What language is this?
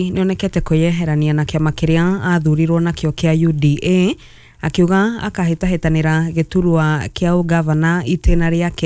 Kikuyu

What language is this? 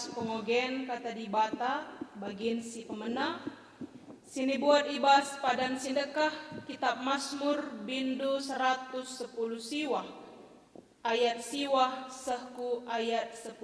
Batak Karo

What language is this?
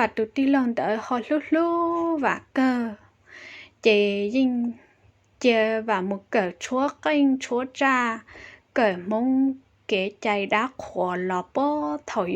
Hmong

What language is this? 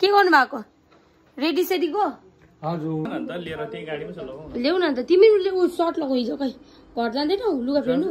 Nepali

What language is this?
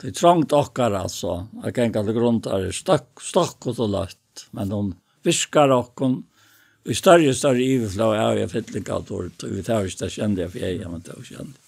Faroese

